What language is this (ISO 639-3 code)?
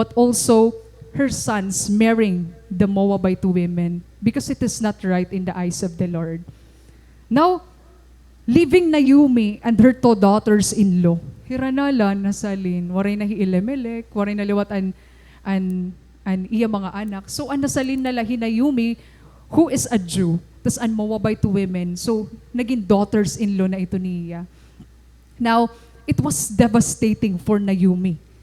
war